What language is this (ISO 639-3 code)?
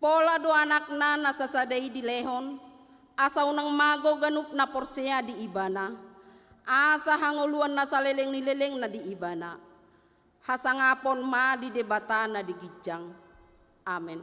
bbc